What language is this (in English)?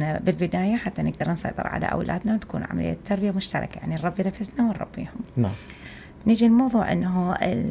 Mesopotamian Arabic